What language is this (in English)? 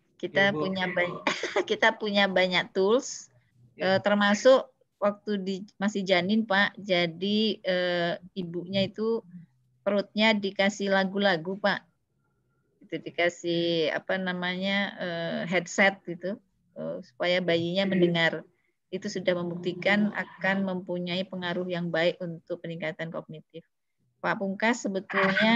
Indonesian